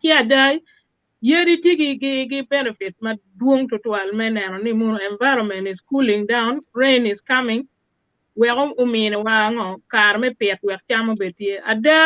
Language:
Acoli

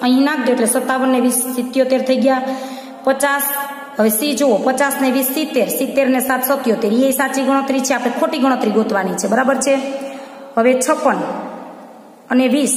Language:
Gujarati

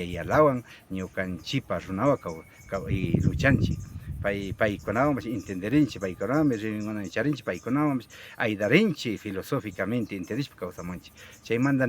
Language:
Imbabura Highland Quichua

